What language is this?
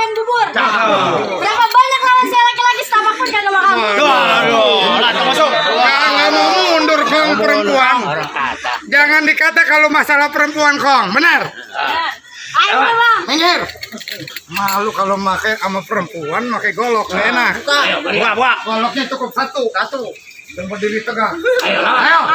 Betawi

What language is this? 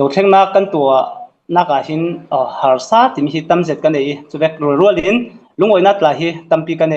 Hakha Chin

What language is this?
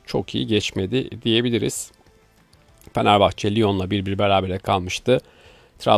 Turkish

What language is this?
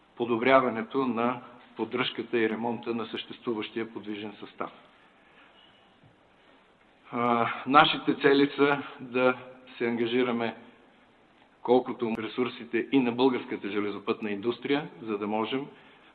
Bulgarian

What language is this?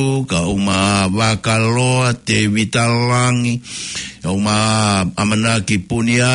Tongan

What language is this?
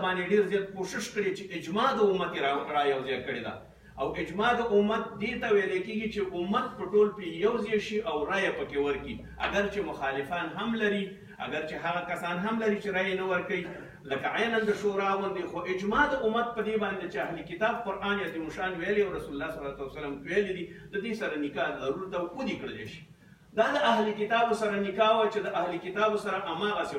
Pashto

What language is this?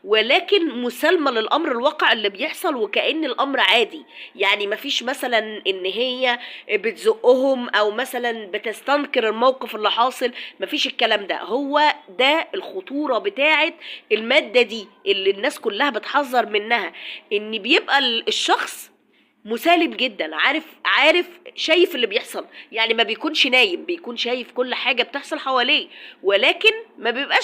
Egyptian Arabic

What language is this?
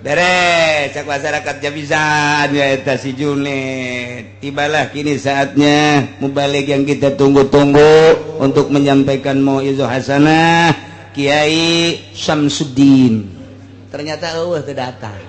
Sundanese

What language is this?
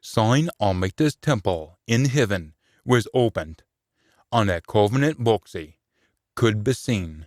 Scots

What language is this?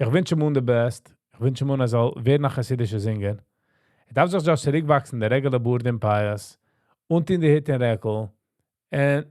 Yiddish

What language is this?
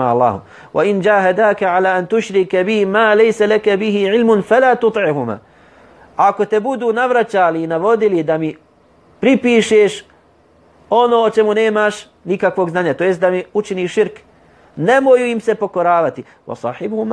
Bosnian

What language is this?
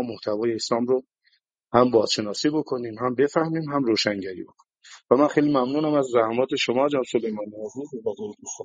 Persian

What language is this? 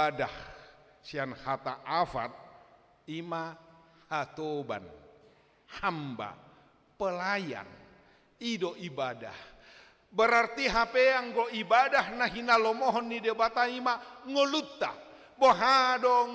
Batak Toba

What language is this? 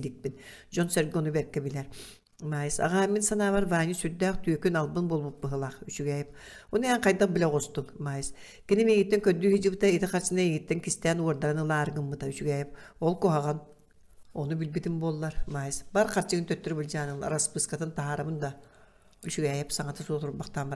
Yakut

